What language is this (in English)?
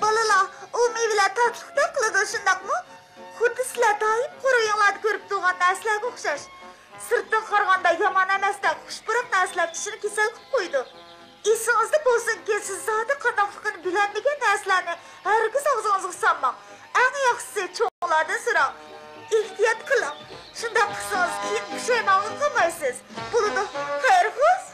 Uyghur